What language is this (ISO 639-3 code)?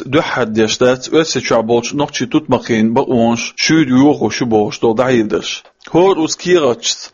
che